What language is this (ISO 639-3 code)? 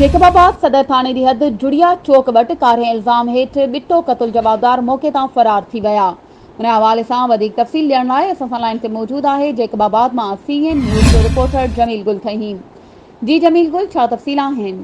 snd